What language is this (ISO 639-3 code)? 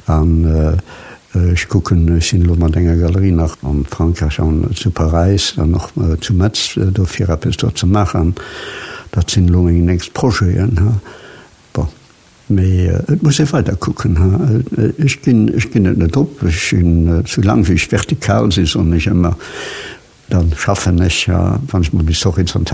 ltz